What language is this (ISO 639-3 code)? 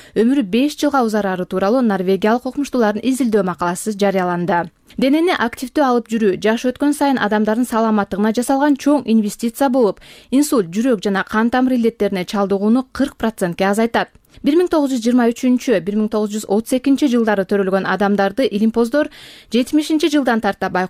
kir